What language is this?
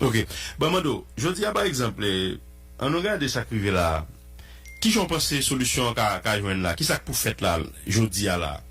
Haitian Creole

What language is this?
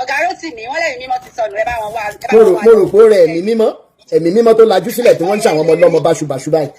Yoruba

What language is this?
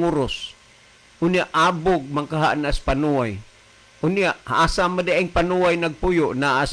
Cebuano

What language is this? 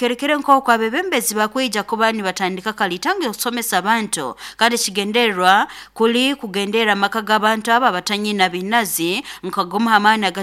Nyoro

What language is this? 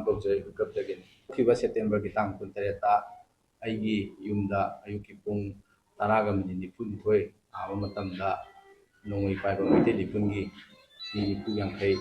Manipuri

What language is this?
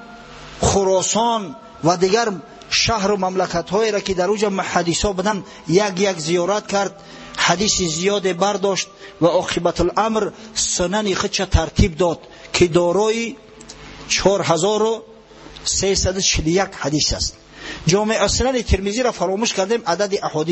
Tajik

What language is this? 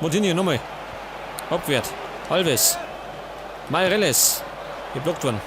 Bavarian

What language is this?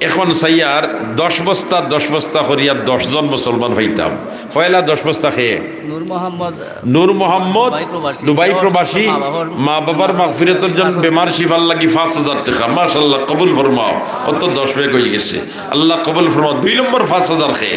Sylheti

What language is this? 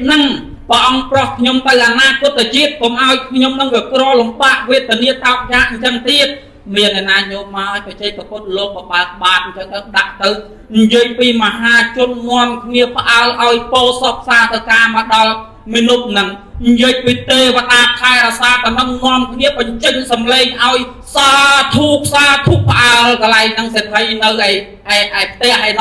Khmer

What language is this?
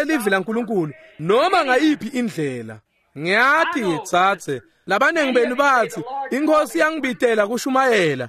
Swati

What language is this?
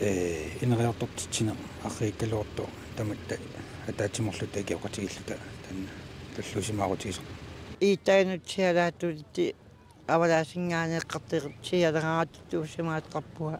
Kalaallisut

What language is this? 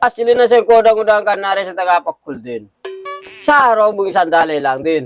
Madurese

